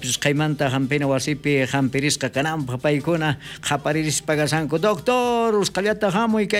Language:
South Bolivian Quechua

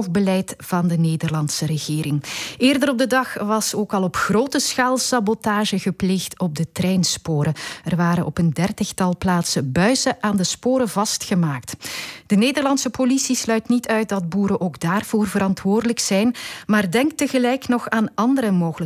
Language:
Dutch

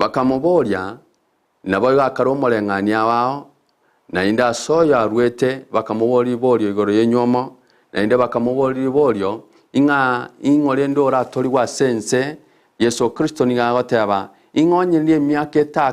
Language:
Gusii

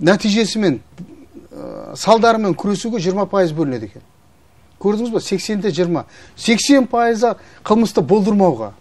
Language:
Kazakh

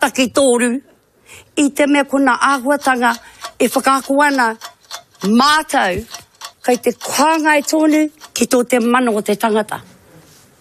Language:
Māori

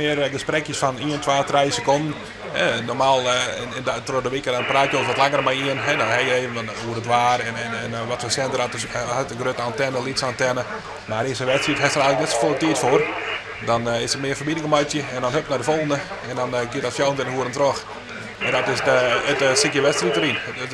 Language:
Western Frisian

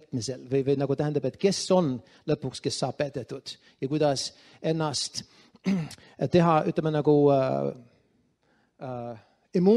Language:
Estonian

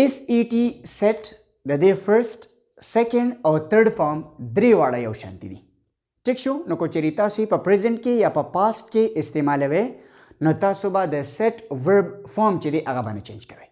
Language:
Pashto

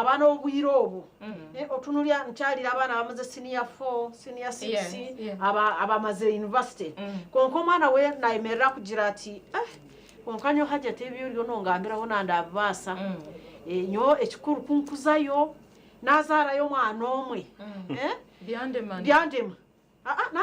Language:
Nyankole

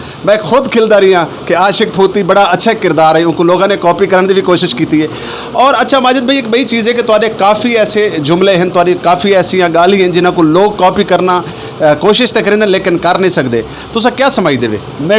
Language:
Western Panjabi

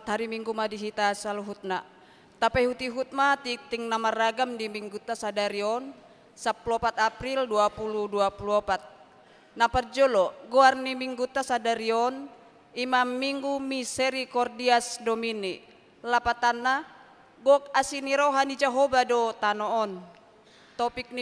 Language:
Batak Toba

